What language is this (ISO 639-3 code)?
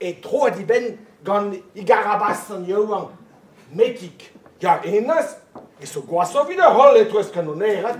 bre